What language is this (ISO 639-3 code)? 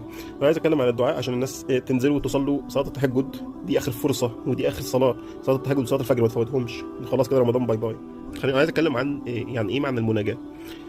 arz